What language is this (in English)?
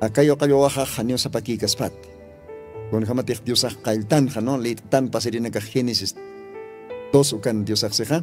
Aymara